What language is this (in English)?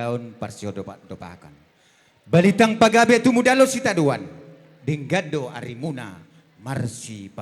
Batak Toba